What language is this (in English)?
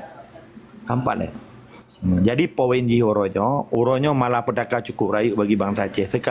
Achinese